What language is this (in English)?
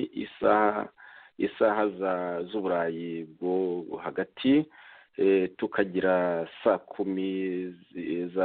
Kinyarwanda